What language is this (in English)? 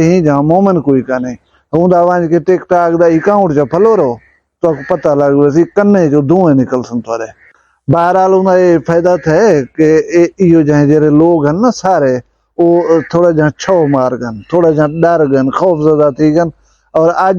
Saraiki